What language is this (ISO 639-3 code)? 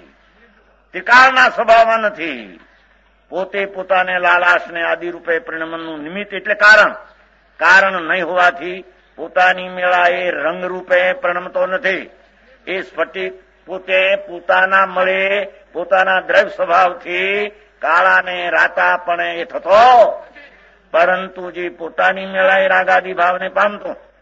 guj